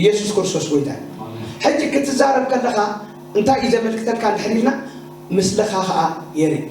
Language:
Tigrinya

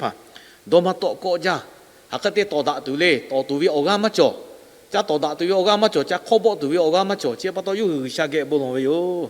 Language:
Lahu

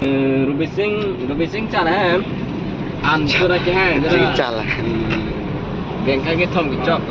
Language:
Karbi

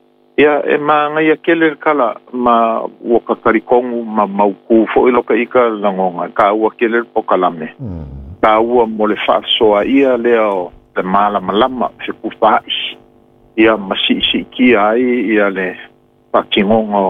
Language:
Samoan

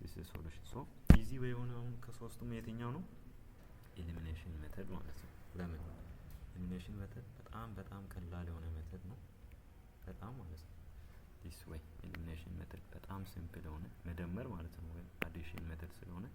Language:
Amharic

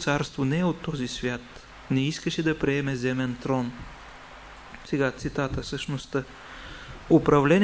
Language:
Bulgarian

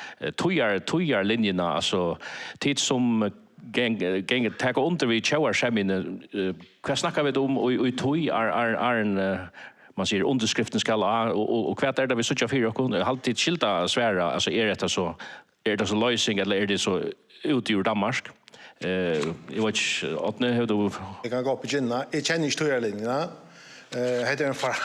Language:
Faroese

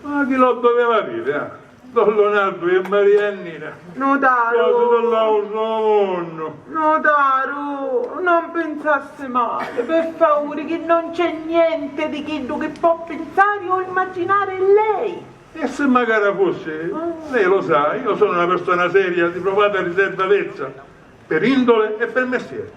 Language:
Sicilian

